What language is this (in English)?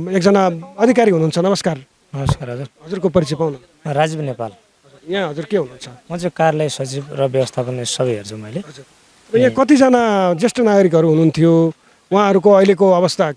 Nepali